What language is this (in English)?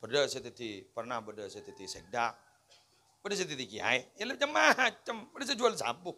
Madurese